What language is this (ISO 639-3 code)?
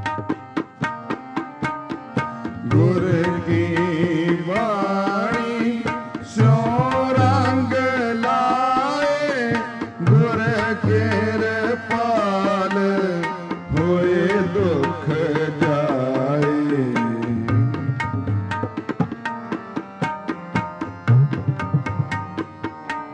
pan